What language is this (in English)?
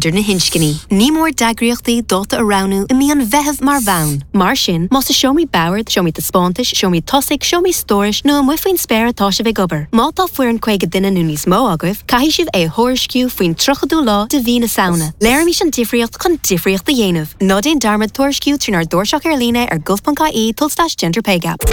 Irish